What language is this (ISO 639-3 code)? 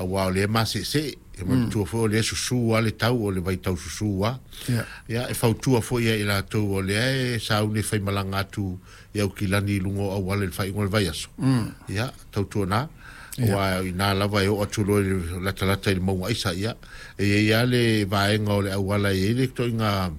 smo